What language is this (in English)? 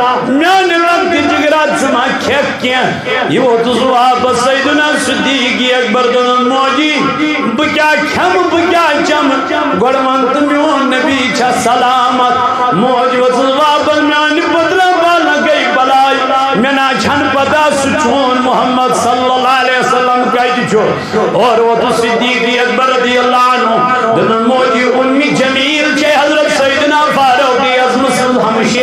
Kashmiri